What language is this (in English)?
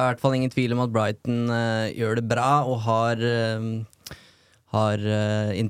Norwegian